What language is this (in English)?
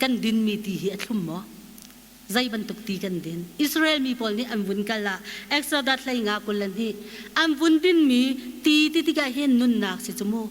Hakha Chin